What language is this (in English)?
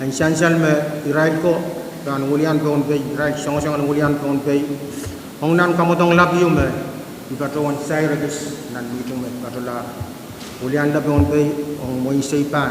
Pohnpeian